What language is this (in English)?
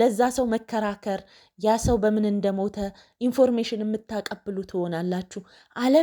Amharic